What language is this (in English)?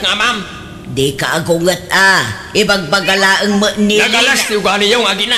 Iloko